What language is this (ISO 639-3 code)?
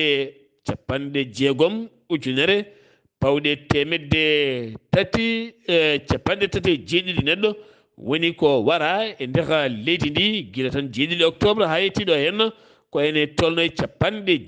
ful